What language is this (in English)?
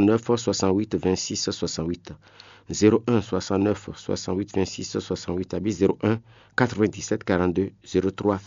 Fon